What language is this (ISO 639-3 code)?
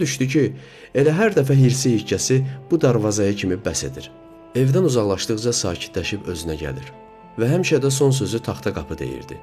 aze